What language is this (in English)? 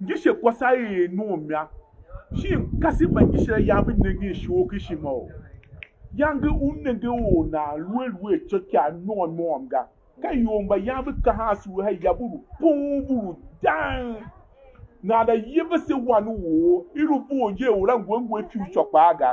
Tiv